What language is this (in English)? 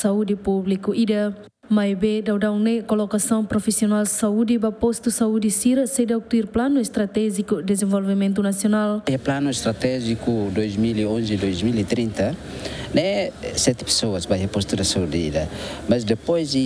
Tetum